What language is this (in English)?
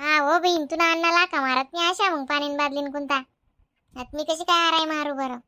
Khandesi